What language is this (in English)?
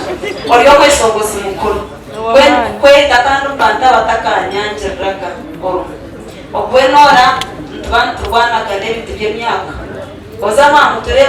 Nyankole